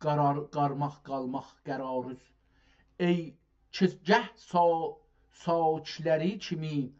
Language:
South Azerbaijani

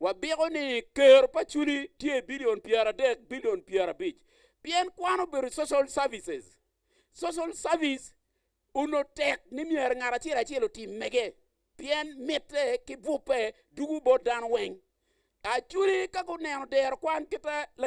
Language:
Acoli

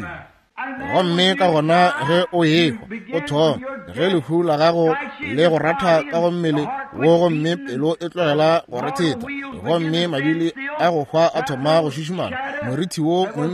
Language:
Northern Sotho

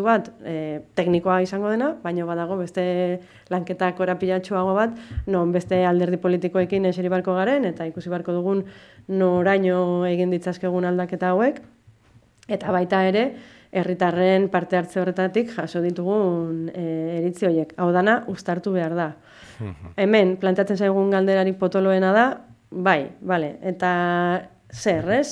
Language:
Basque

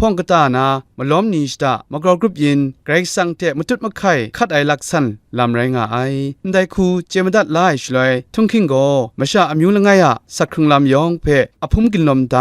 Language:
Kachin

